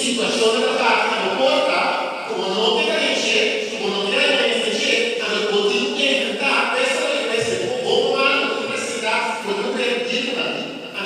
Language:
Papiamento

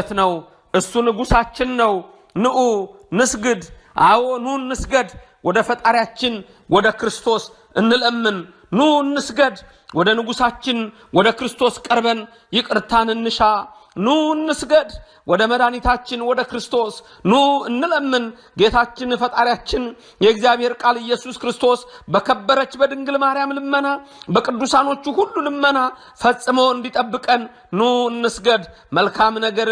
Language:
Amharic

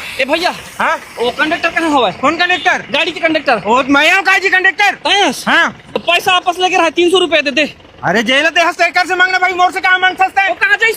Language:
Chhattisgarhi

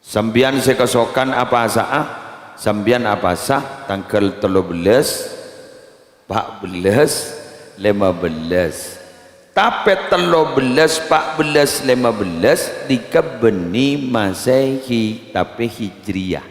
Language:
Madurese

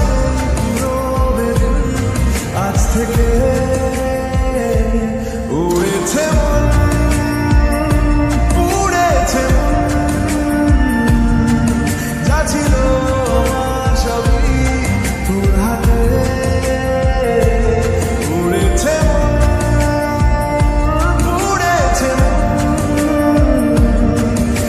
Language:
Bangla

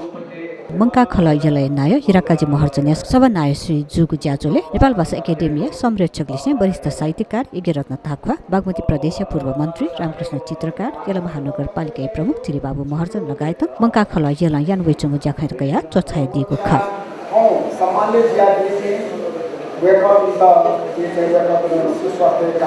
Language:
Newari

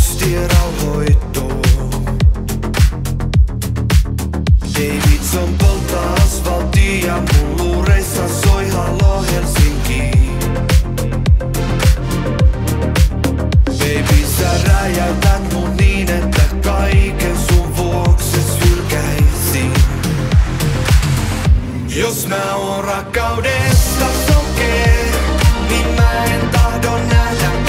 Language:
Finnish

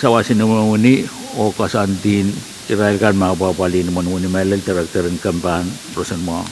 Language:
Pohnpeian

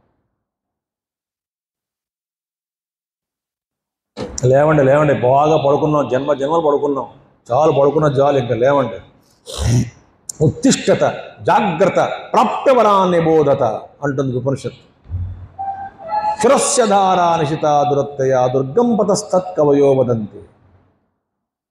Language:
Telugu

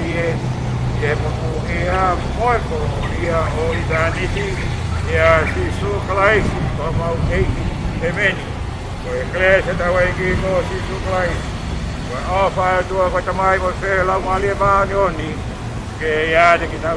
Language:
Tongan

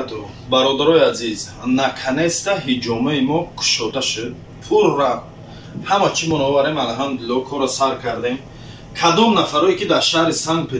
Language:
Tajik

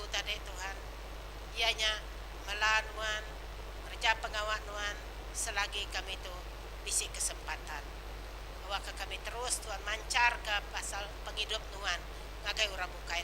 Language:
Iban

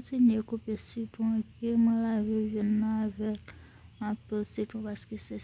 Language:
Haitian Creole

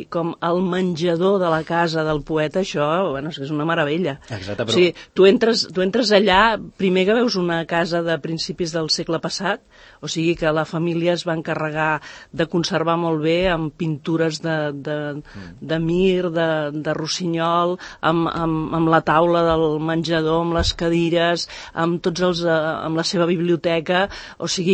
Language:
Catalan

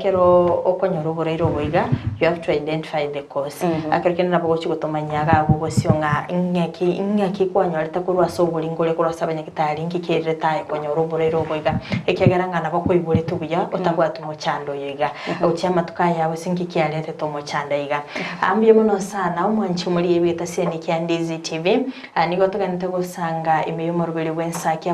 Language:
Gusii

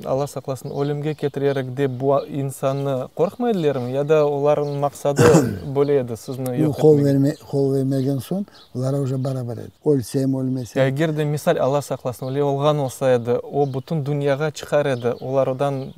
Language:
Crimean Tatar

